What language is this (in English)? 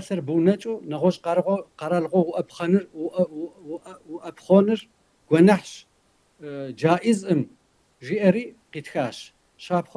Kabardian